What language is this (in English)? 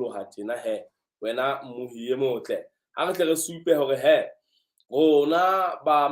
Southern Sotho